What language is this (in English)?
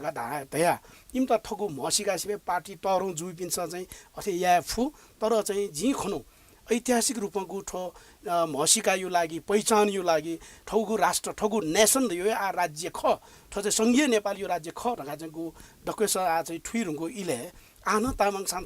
Newari